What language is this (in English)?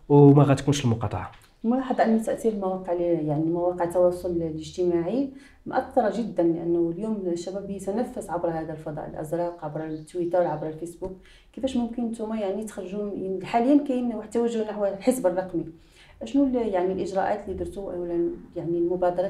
Moroccan Arabic